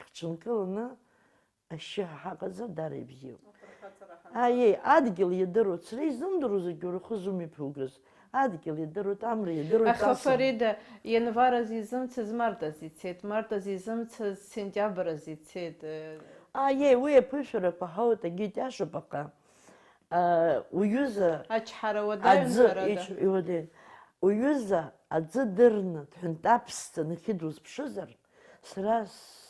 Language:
Abkhazian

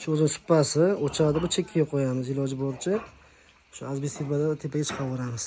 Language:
Uzbek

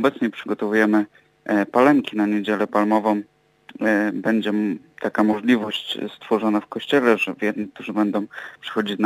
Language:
Polish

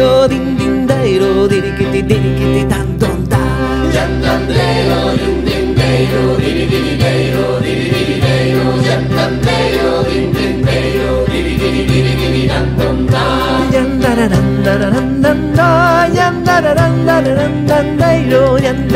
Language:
Japanese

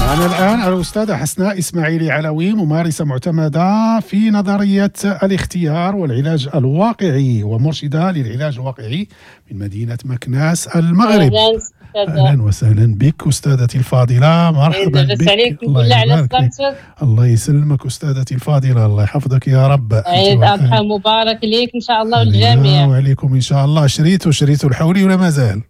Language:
Moroccan Arabic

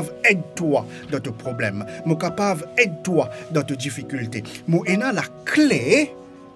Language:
Morisyen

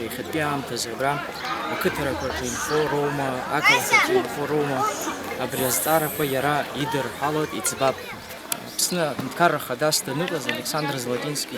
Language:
Abkhazian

